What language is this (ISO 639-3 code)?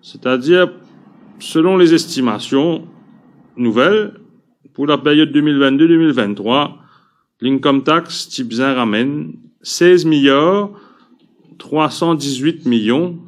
mfe